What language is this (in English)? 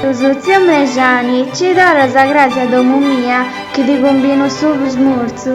Sardinian